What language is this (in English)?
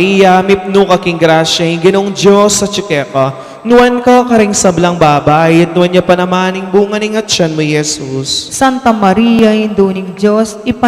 Pampanga